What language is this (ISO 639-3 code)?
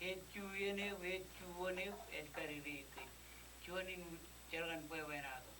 mah